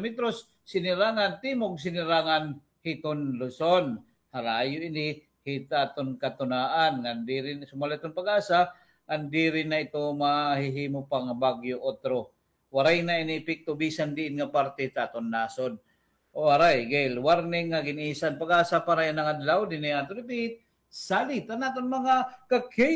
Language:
Waray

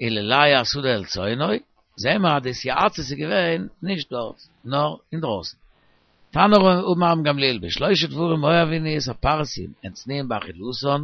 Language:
Yiddish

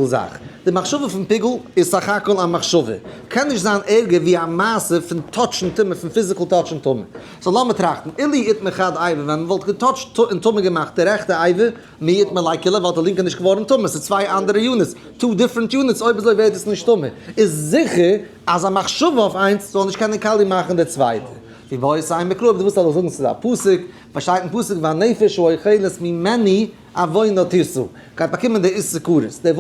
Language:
Yiddish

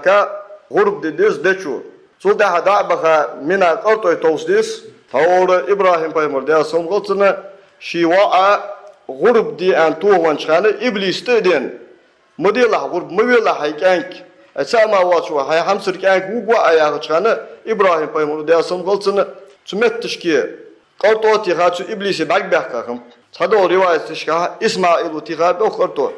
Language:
Ingush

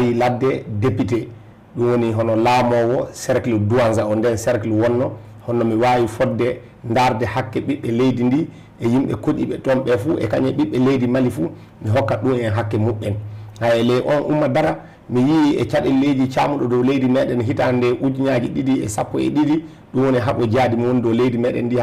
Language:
Fula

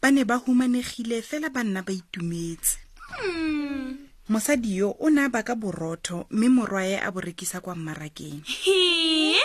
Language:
Tswana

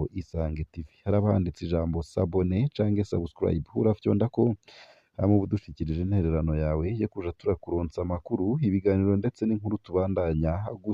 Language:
Rundi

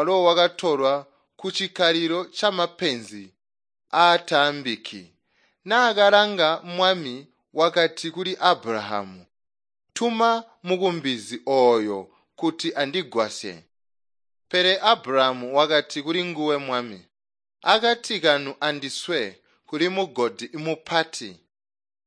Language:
Tonga (Zambia)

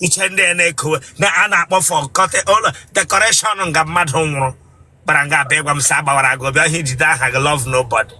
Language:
Igbo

